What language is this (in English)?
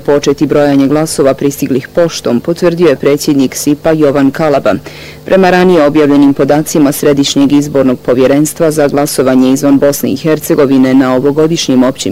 Bosnian